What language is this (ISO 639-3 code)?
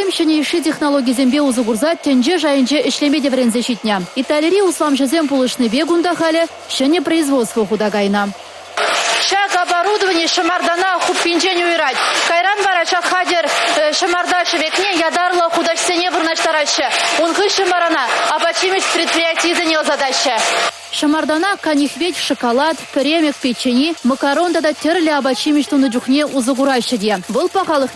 chv